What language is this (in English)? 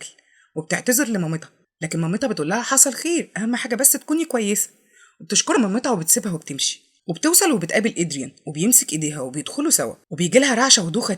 Egyptian Arabic